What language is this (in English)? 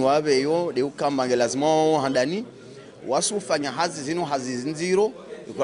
Ngazidja Comorian